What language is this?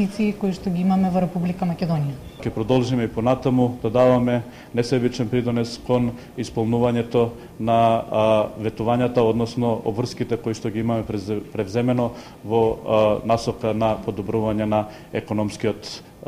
Macedonian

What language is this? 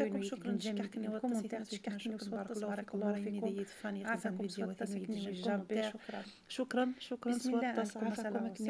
Algerian Arabic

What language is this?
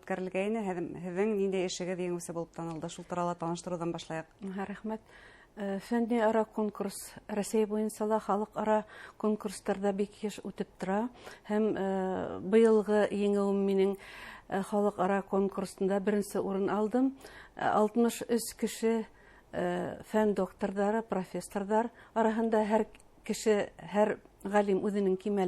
Bashkir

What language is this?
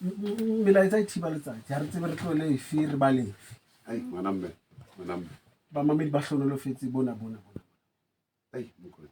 Southern Sotho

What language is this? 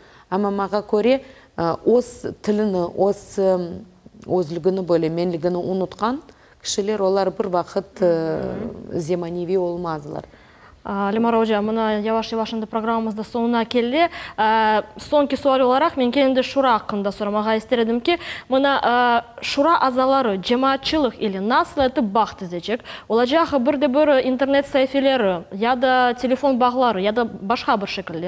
Crimean Tatar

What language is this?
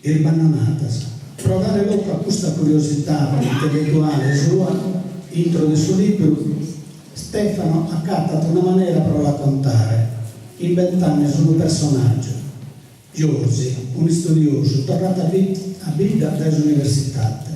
Sardinian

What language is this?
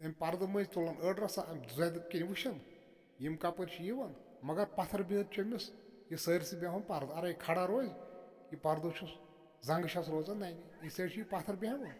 Kashmiri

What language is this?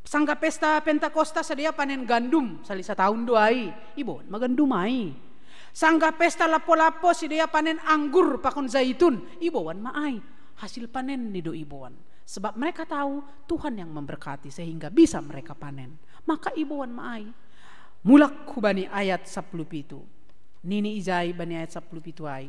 Batak Simalungun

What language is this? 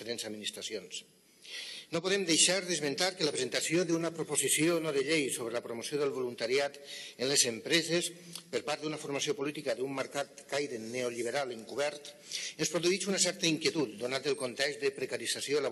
Catalan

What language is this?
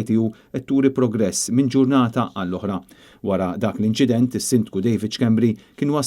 Maltese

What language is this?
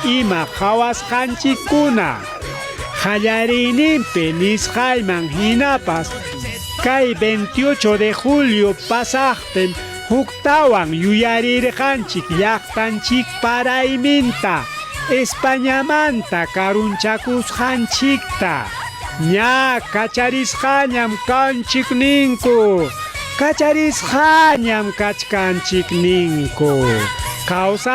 Ayacucho Quechua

